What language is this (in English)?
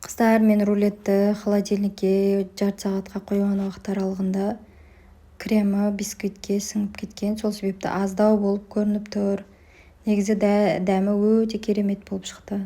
Kazakh